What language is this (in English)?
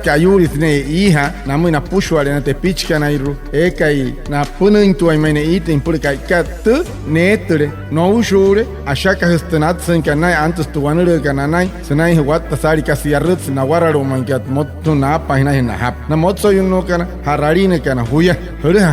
Wayuu